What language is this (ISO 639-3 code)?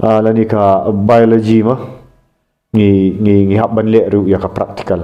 kha